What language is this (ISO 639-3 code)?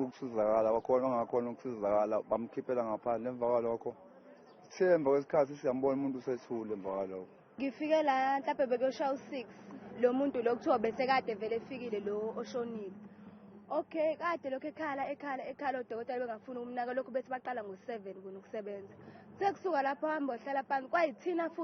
zul